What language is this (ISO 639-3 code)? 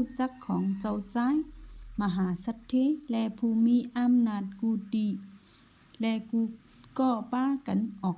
shn